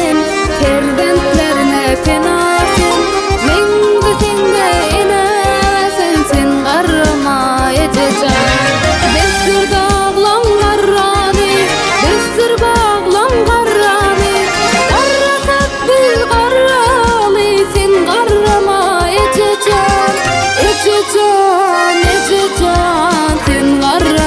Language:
Turkmen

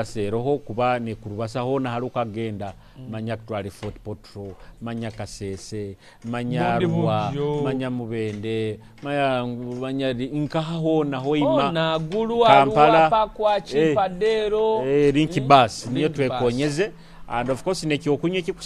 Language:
Nyoro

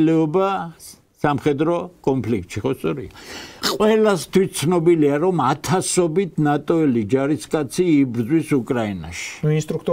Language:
Georgian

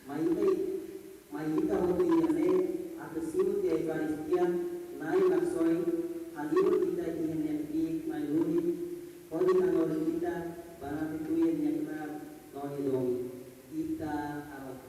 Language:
Tetum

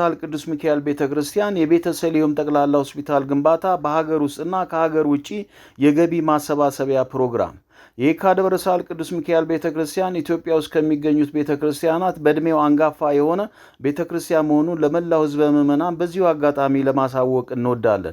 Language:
Amharic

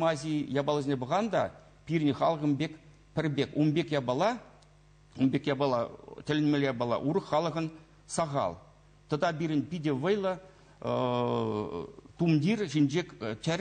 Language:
Chuvash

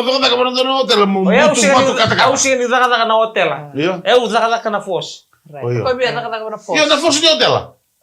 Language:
Fijian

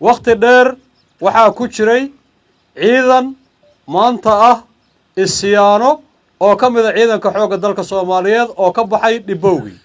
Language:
Somali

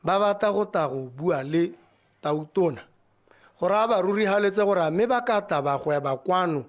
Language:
Tswana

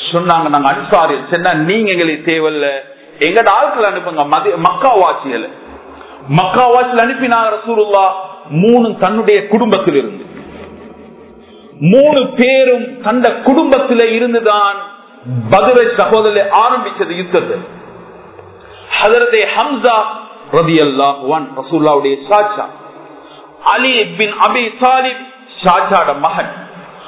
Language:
Tamil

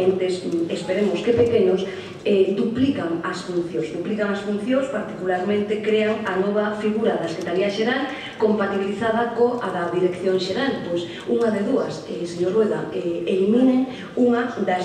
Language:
Galician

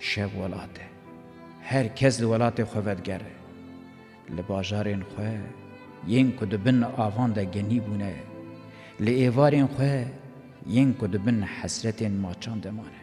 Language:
Kurdish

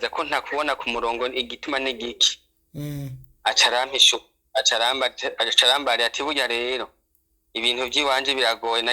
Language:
Rundi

